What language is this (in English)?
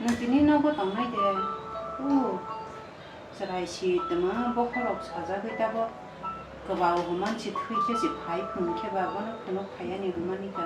Kok Borok